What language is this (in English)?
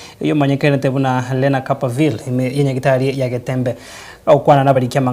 Gusii